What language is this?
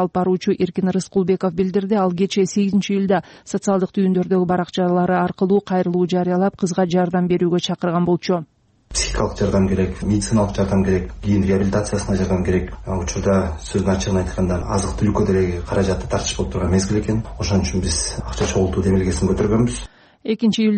Kyrgyz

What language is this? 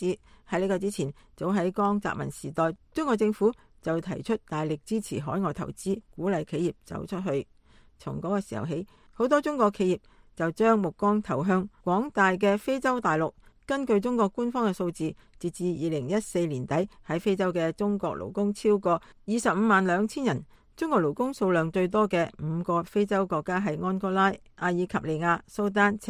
Cantonese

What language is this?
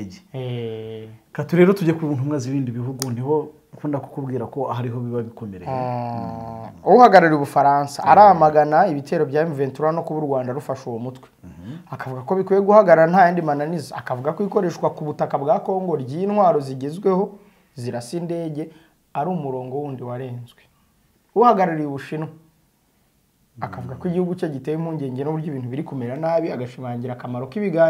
Kinyarwanda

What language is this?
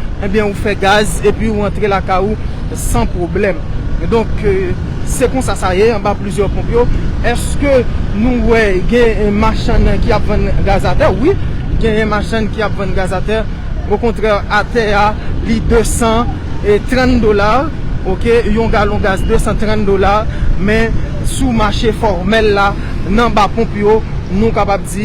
Haitian Creole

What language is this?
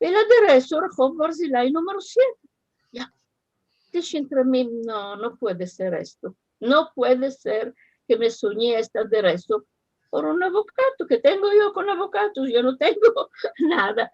Ladino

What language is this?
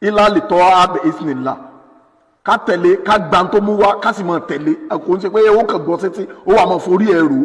Yoruba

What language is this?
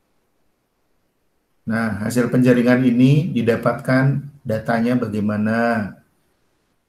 Indonesian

